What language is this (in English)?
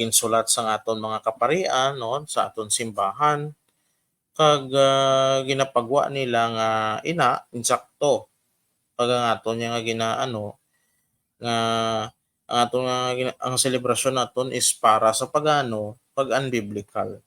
Hiligaynon